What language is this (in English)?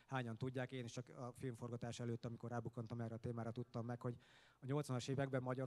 Hungarian